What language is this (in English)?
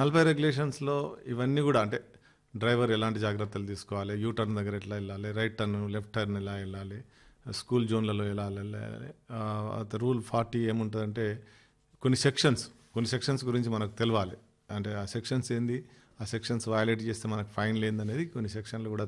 Telugu